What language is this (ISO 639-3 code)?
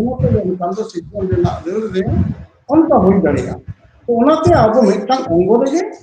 sat